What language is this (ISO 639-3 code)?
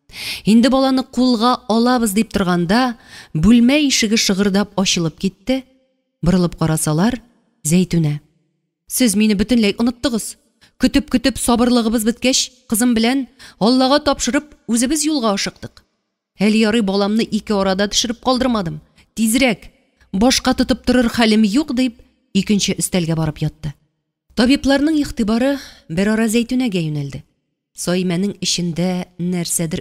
tat